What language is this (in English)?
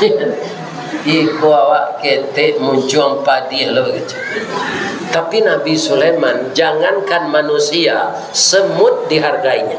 Minangkabau